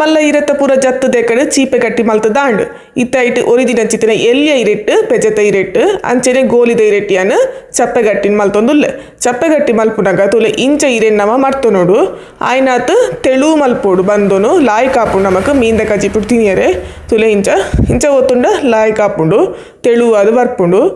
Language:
Tulu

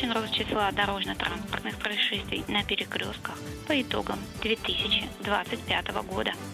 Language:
Russian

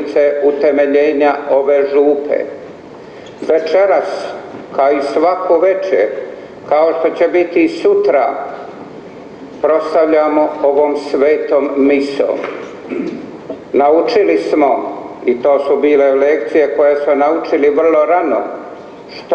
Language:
Croatian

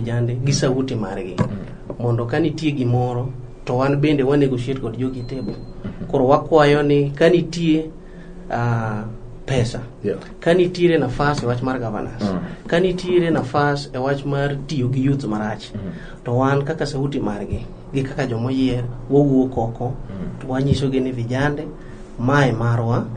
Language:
Luo (Kenya and Tanzania)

